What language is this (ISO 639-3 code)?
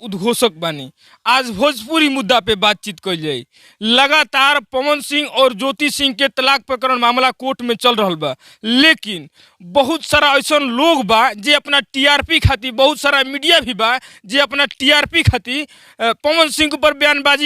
bho